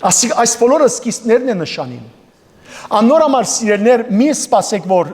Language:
Western Armenian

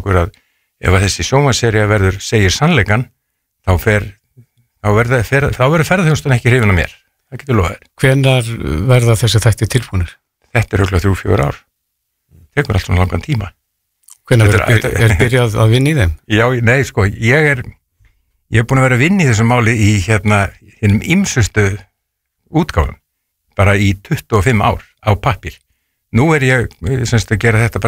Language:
Icelandic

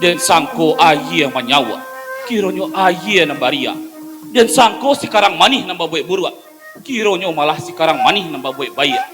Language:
Minangkabau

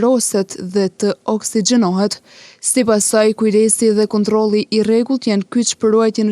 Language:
Albanian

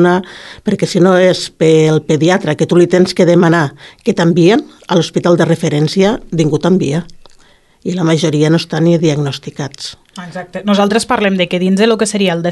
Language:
Catalan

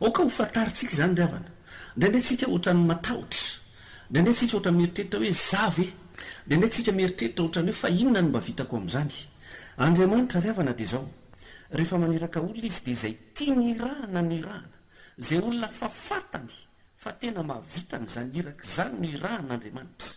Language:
Malagasy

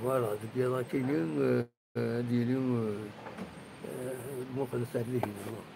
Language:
Kabyle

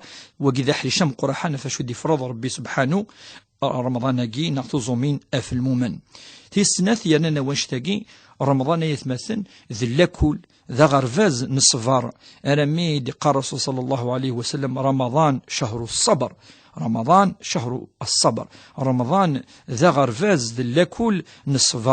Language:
Kabyle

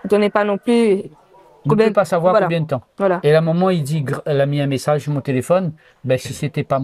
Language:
Réunion Creole French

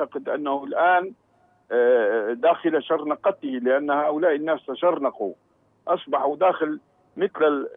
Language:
Arabic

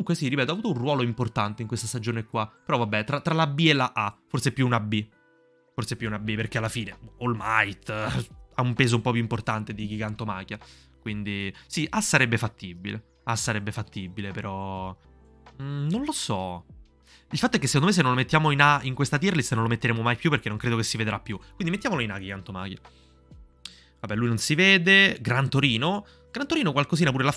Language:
Italian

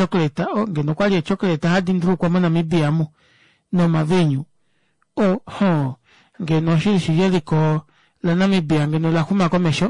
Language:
Kuanyama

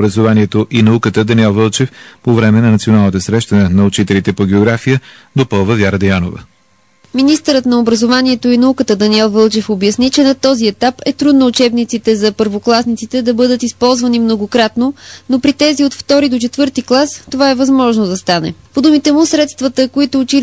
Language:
Bulgarian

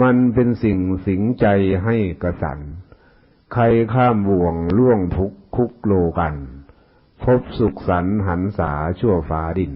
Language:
Northeastern Thai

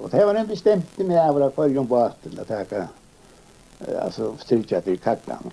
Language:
Faroese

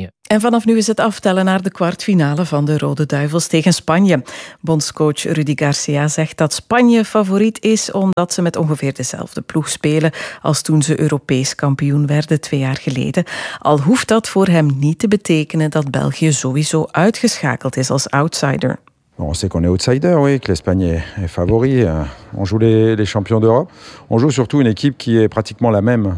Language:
Dutch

